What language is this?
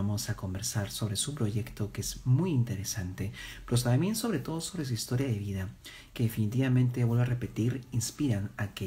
Spanish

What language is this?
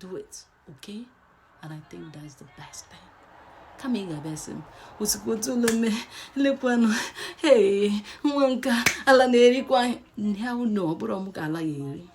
Igbo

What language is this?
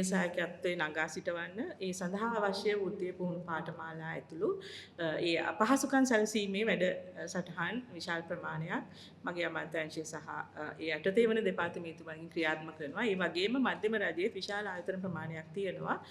Sinhala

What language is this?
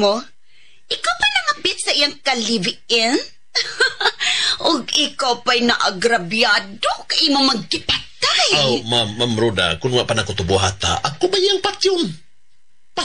Cebuano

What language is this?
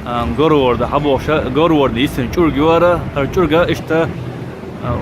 Chechen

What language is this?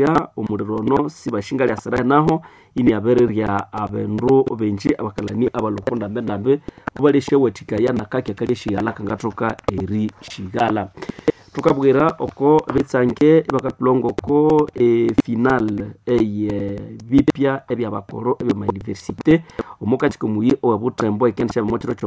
Nande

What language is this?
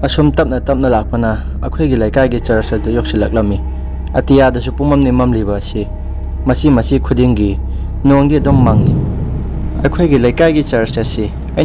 Manipuri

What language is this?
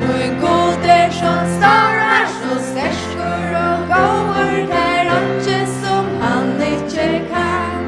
Faroese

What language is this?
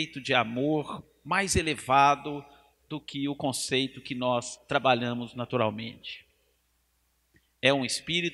Portuguese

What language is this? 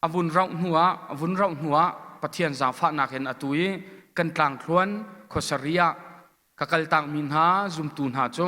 Hakha Chin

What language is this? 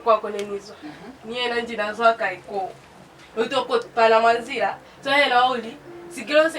Lozi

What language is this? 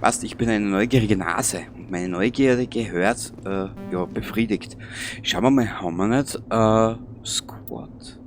Bavarian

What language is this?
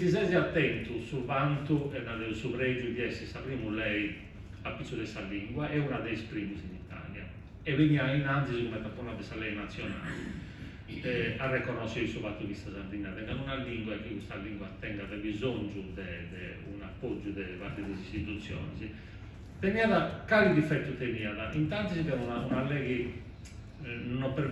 Sardinian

